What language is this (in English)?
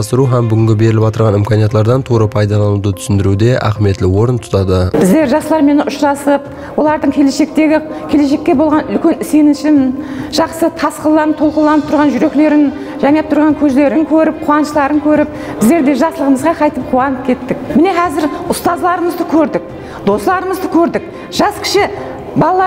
Kara-Kalpak